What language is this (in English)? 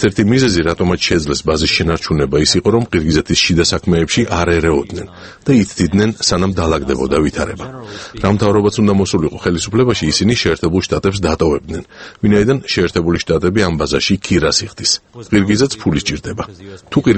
Georgian